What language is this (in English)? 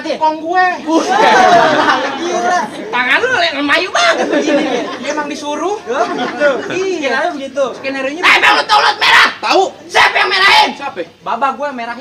Betawi